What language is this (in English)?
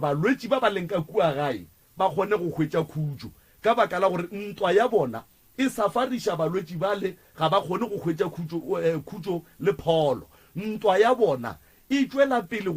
Northern Sotho